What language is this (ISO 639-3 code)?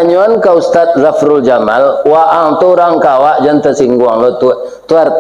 min